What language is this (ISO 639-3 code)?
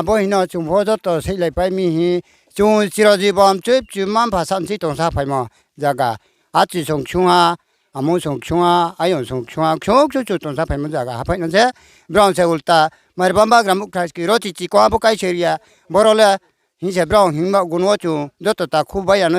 ria